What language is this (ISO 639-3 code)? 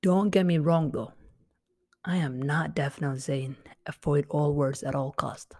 eng